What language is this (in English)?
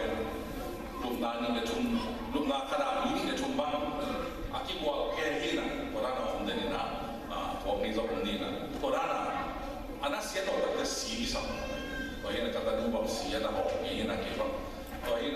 Tedim Chin